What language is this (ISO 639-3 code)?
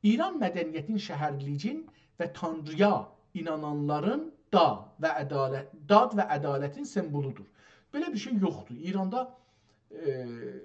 azb